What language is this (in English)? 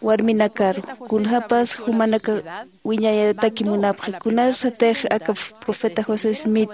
Aymara